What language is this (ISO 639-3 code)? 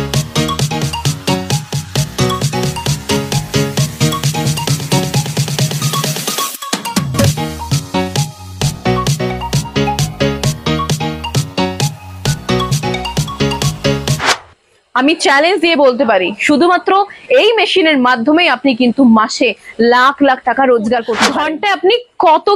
ben